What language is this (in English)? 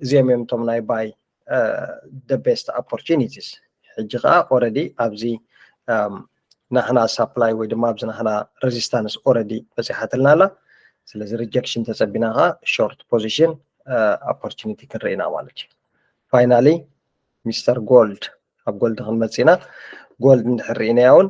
Tigrinya